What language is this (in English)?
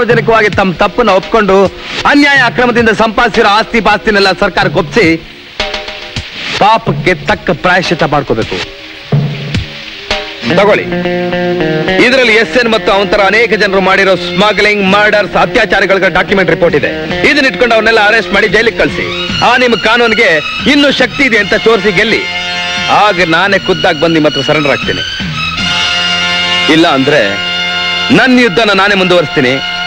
Kannada